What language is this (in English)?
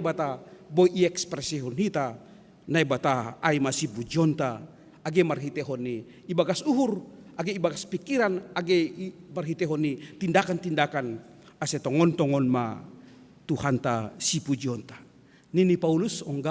Batak Simalungun